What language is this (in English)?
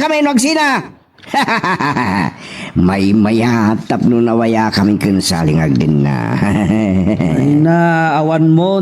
Iloko